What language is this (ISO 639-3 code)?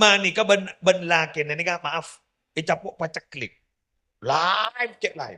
mad